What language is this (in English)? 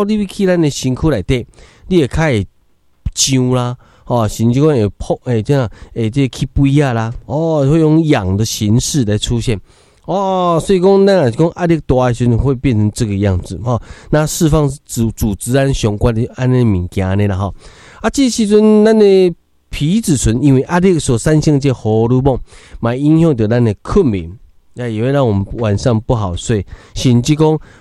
Min Nan Chinese